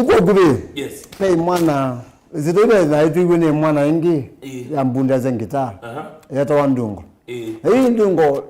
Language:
Kamba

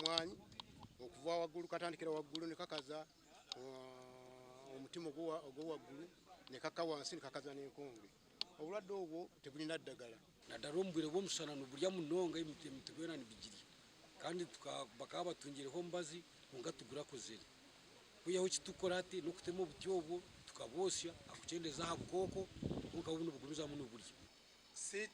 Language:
Nyankole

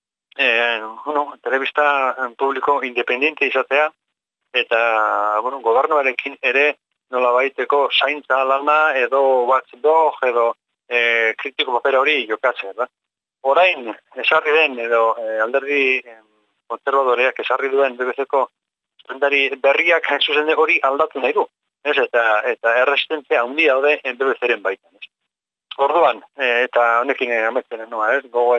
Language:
Basque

